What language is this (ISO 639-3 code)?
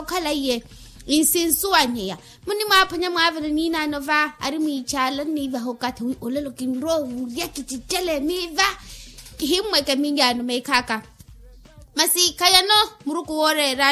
vmw